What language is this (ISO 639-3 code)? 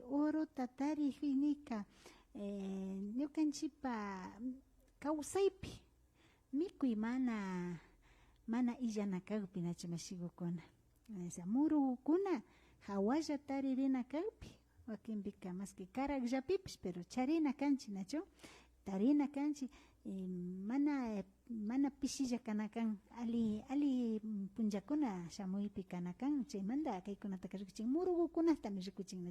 qvi